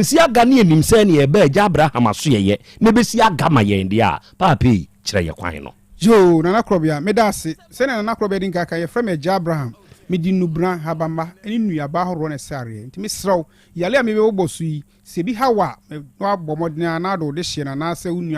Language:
Akan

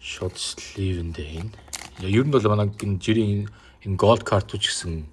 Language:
Mongolian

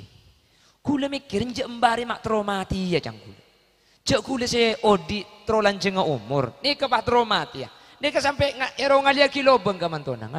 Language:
Madurese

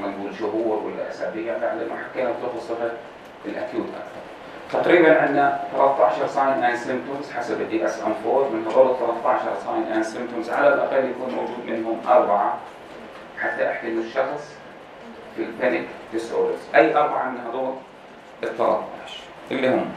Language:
North Levantine Arabic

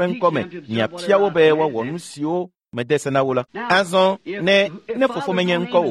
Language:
Ewe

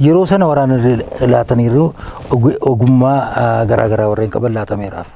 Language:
Oromo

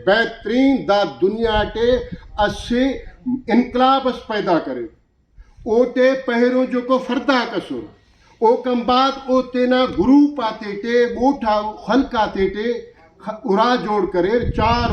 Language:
Brahui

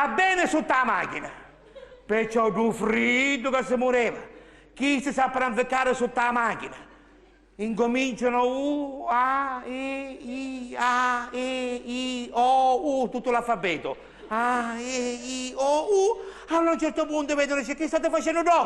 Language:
Sicilian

